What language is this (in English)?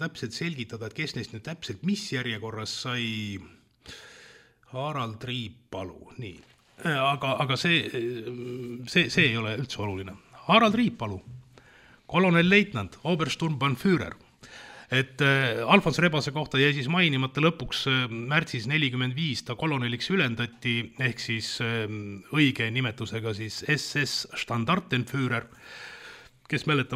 Estonian